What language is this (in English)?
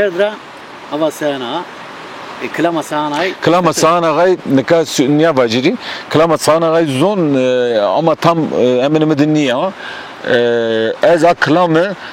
Zaza